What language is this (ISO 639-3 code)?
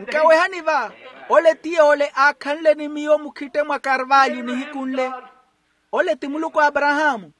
vmw